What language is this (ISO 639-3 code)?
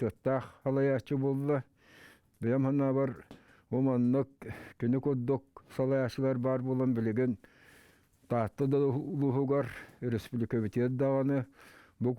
sah